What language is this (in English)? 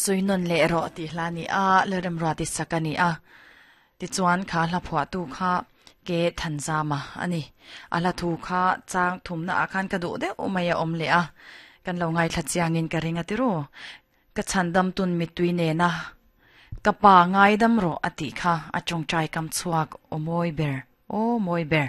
Mizo